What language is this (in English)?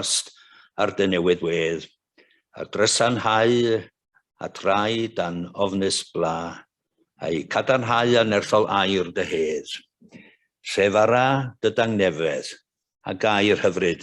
Welsh